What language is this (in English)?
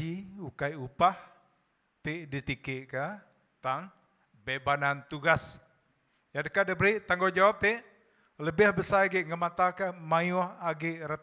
Iban